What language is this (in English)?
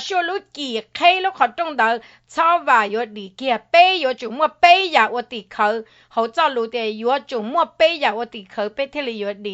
Hmong